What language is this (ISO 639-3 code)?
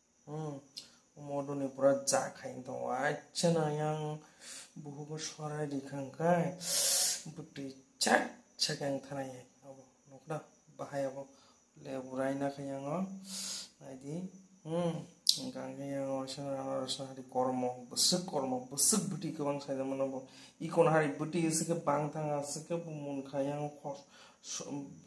trp